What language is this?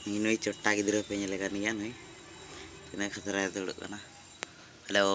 Santali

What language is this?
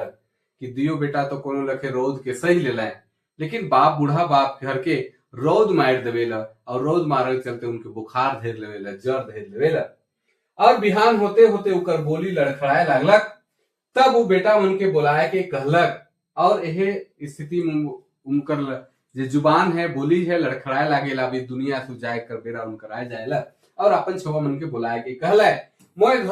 Sadri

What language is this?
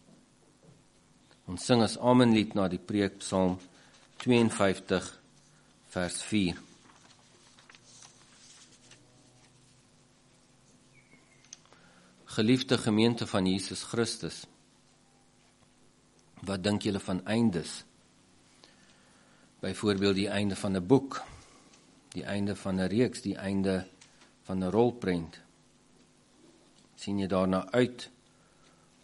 Afrikaans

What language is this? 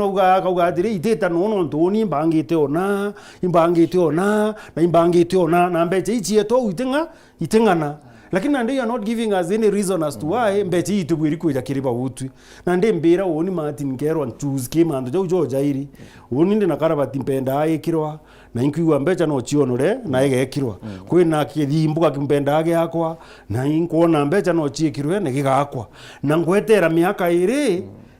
Meru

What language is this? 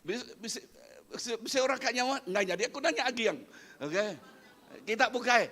Iban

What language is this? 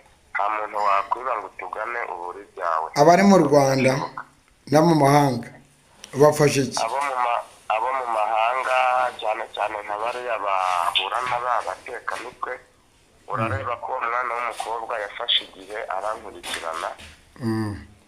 Kinyarwanda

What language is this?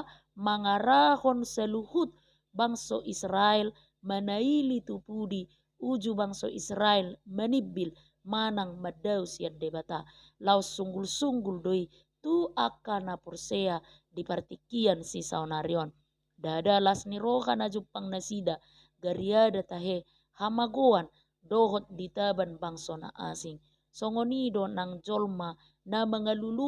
Batak Toba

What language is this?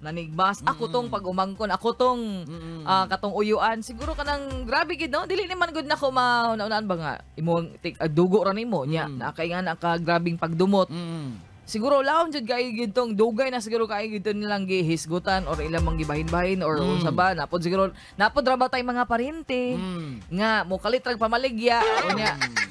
Cebuano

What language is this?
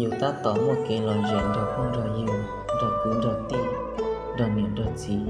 Hmong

